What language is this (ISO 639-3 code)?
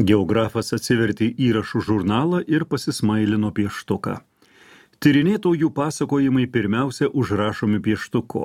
lit